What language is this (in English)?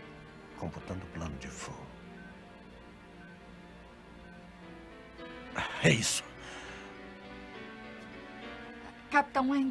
Portuguese